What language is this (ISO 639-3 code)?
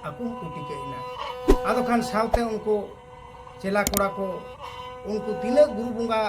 sat